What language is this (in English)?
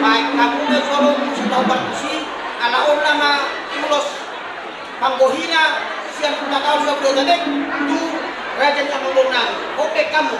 Batak Toba